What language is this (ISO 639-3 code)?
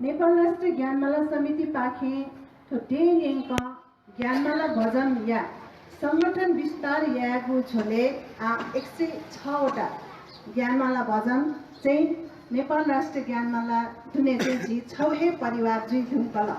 new